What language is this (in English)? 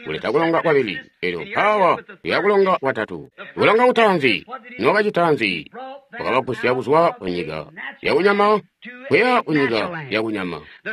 Tonga (Zambia)